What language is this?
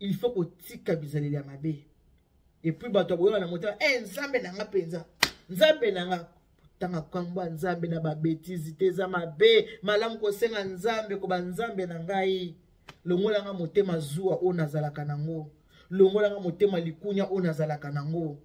Lingala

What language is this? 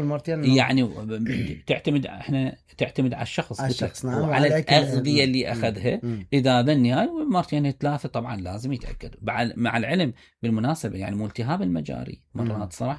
Mesopotamian Arabic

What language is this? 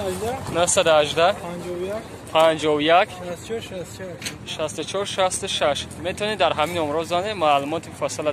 Tajik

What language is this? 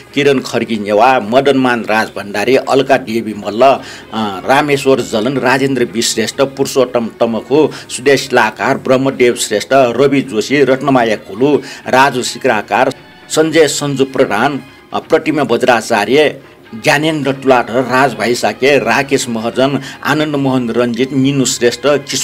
Newari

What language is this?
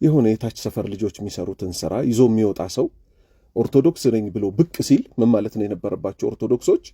Amharic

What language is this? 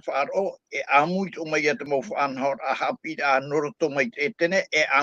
Tahitian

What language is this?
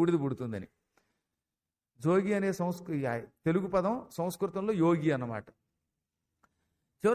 Telugu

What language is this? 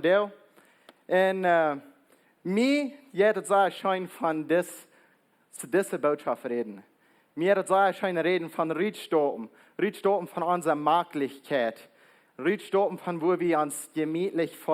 Plautdietsch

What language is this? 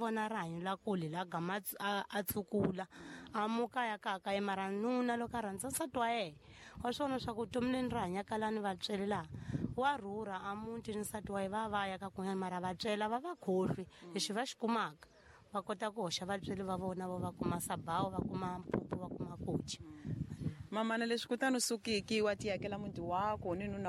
Tsonga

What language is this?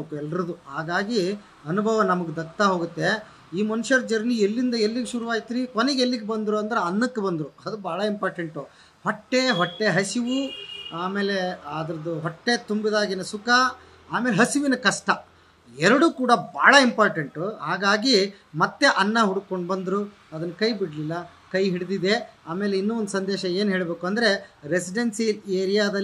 Kannada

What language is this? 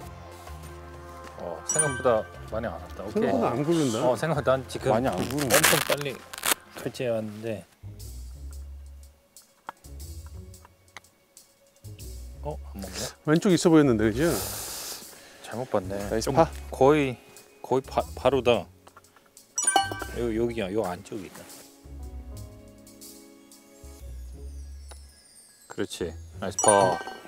Korean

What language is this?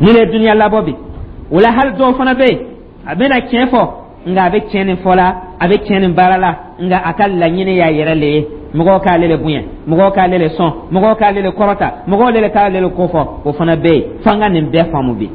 Dyula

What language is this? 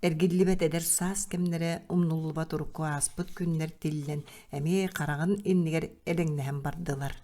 Yakut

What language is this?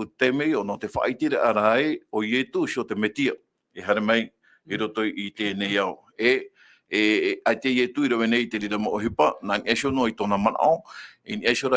Tahitian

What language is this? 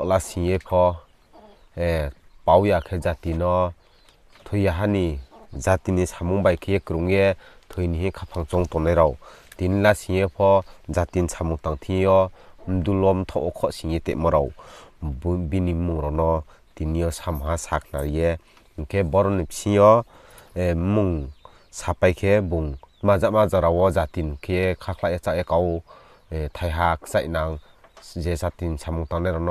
Riang (India)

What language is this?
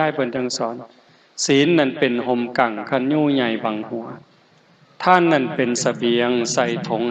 Northeastern Thai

